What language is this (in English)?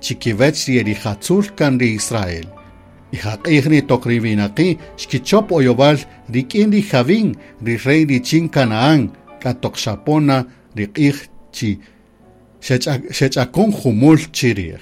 Kaqchikel